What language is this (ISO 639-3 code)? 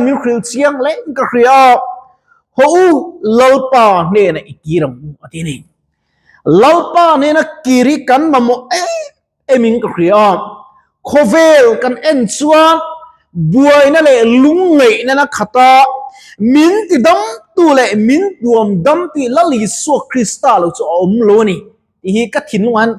lus